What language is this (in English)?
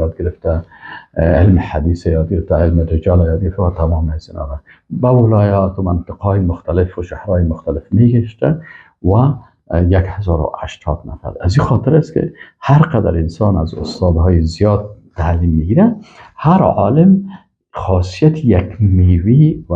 Persian